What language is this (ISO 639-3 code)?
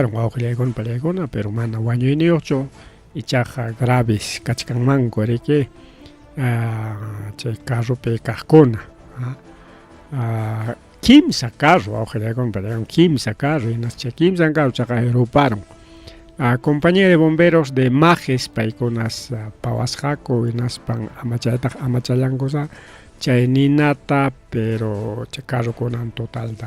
quy